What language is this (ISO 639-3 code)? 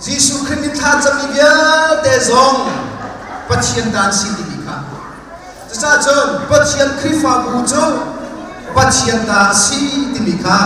cnh